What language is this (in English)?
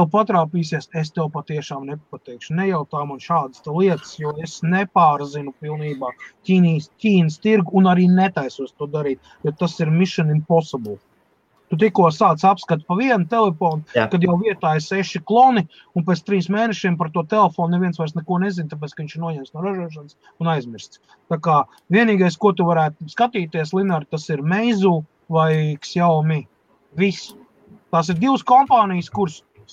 Latvian